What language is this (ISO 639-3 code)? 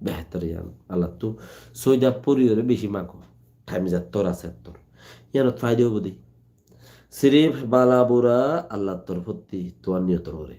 rhg